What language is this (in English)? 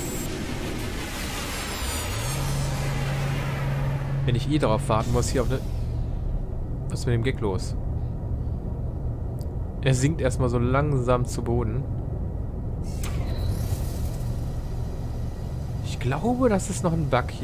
German